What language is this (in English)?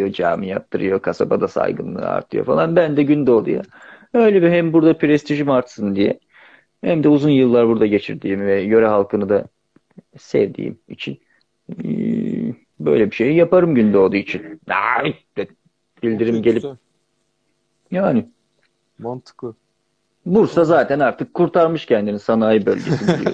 Turkish